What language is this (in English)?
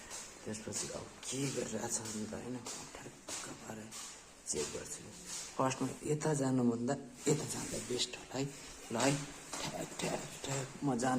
Nepali